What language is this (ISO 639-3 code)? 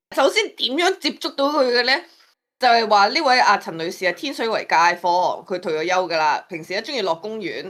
yue